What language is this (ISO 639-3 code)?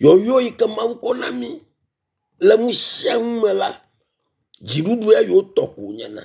ewe